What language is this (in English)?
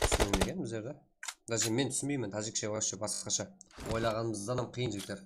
Kara-Kalpak